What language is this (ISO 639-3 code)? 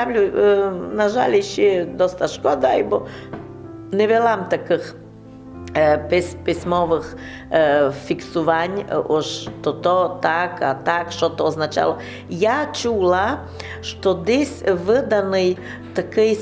rue